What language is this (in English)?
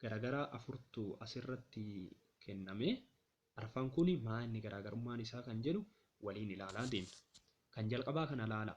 Oromo